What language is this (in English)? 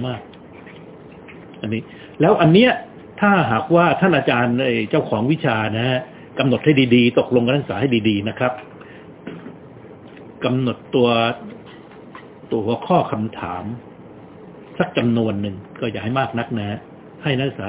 Thai